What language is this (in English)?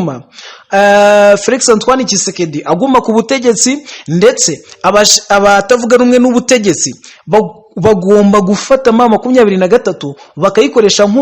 Kinyarwanda